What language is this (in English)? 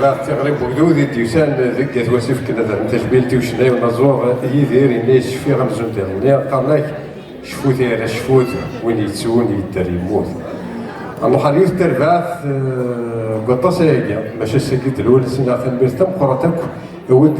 Kabyle